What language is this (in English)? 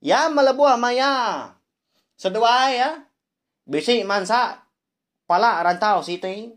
Iban